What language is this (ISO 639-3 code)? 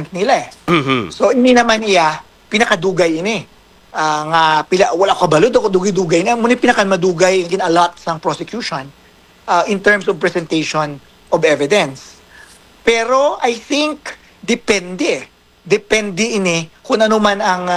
hil